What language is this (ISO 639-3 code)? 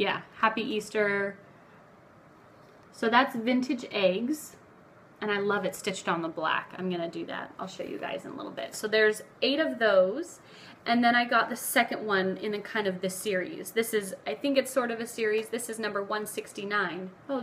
eng